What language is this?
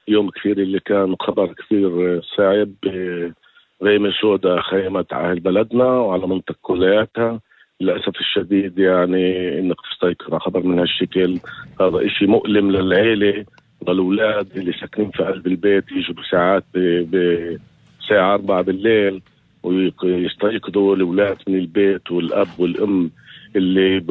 North Levantine Arabic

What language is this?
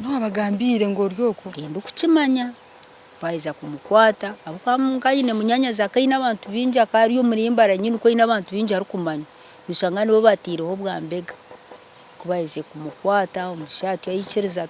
Nyankole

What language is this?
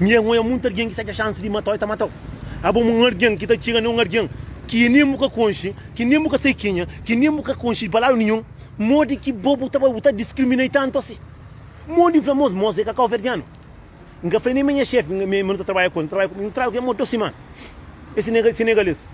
Kabuverdianu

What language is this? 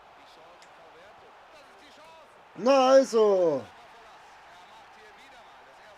Bavarian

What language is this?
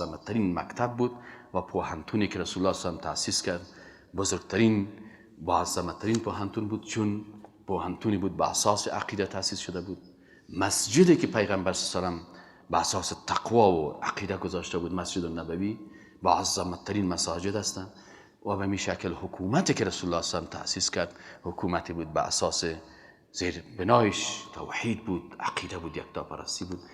Persian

